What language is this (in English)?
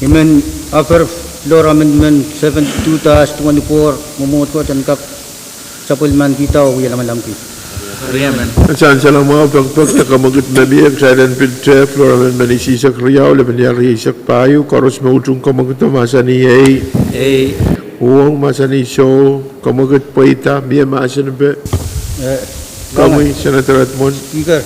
Pohnpeian